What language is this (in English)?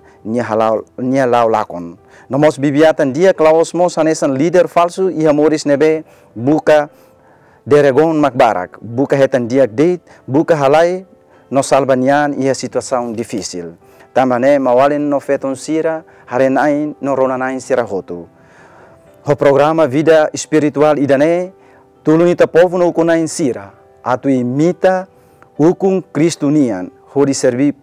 Tetum